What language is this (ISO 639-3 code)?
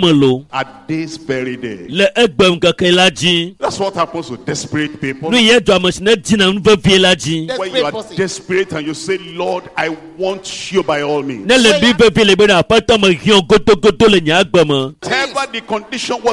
ewe